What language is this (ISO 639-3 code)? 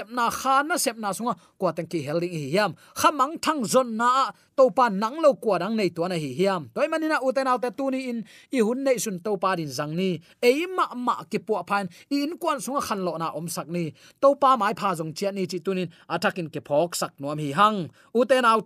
ctd